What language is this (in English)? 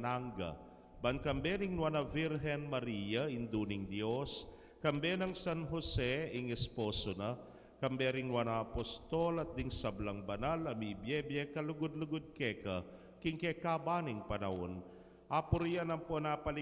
Pampanga